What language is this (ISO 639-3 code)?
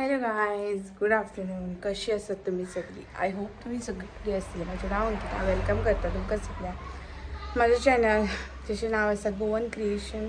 kok